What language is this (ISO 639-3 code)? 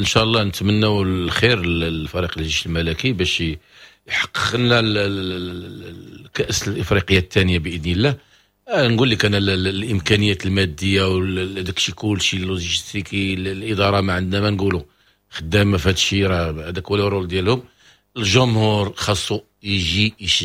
ary